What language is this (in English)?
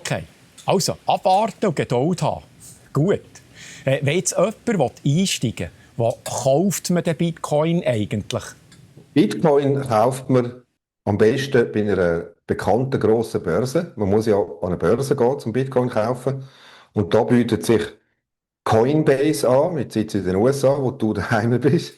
Swiss German